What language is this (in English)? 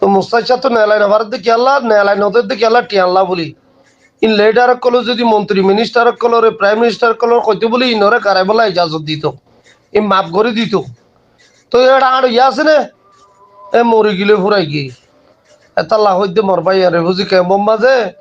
Rohingya